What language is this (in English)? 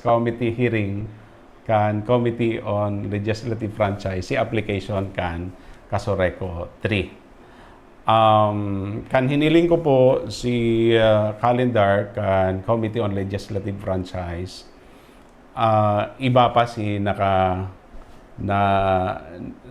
Bikol